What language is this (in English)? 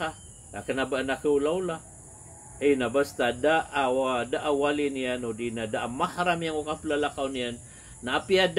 Maranao